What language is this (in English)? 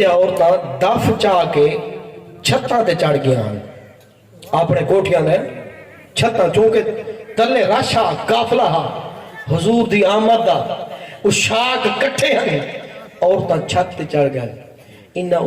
Saraiki